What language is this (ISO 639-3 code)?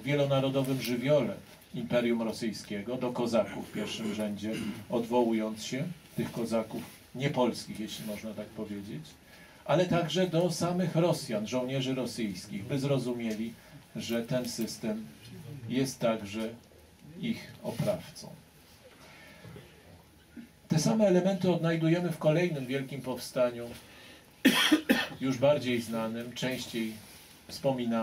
pol